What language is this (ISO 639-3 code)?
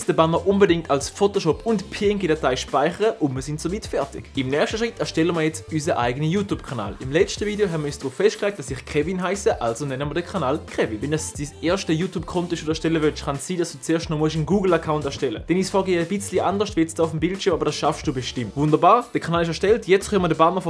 gsw